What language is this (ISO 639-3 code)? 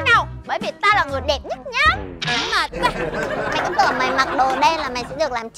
vie